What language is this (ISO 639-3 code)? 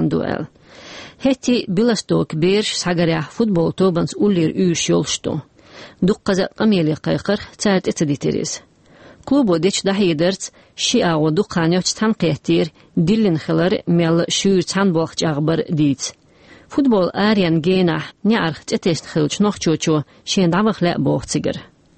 che